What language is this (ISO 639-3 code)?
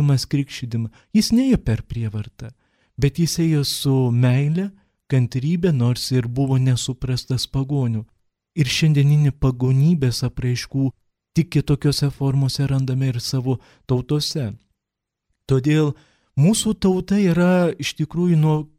lit